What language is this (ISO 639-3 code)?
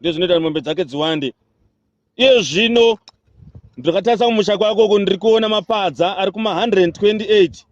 sna